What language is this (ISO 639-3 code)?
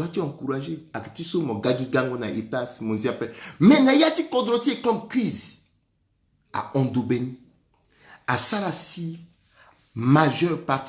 sag